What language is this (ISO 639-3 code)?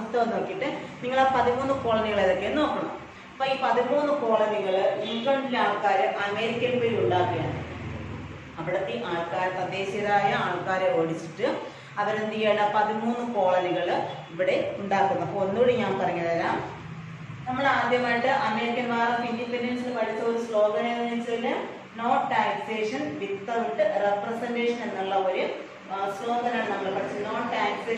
mal